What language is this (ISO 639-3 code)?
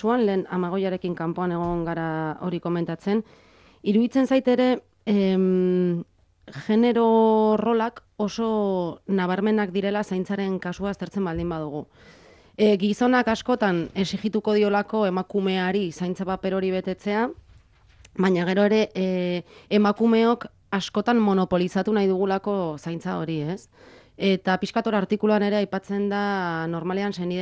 eus